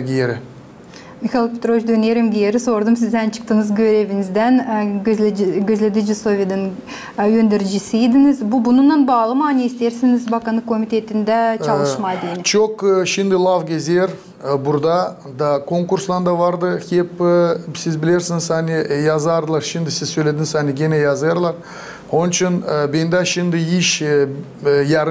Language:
Gagauz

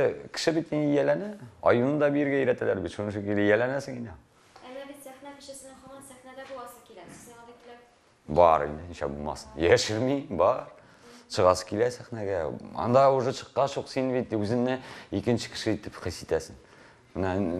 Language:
Tatar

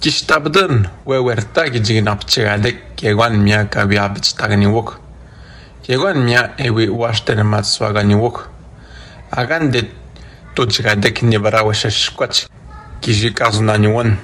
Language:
Atikamekw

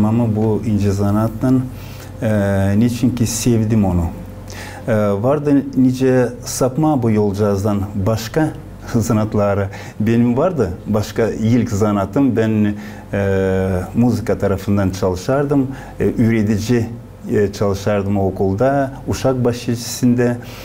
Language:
Gagauz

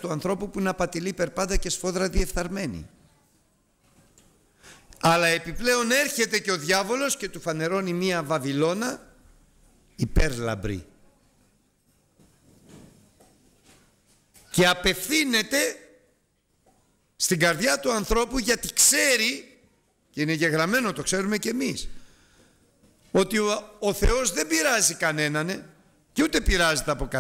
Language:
Greek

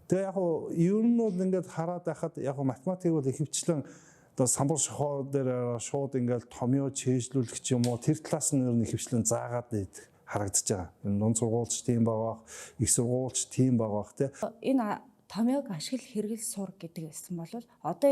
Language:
Mongolian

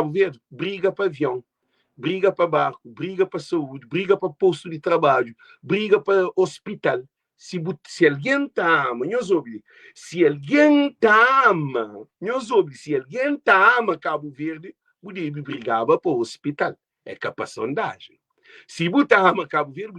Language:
Kabuverdianu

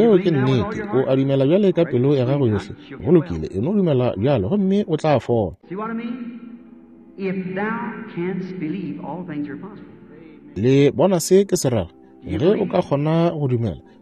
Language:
Northern Sotho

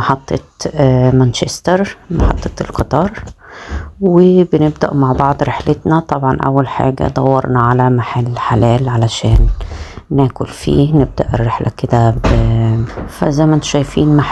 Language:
Egyptian Arabic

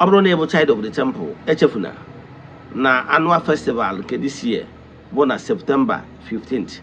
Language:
Igbo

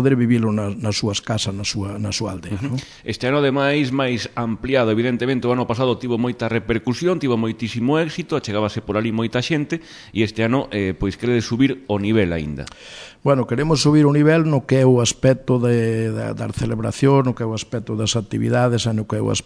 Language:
Galician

